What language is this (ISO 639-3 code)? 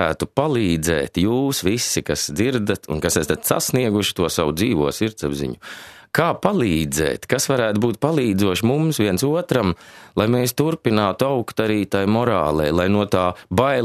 lav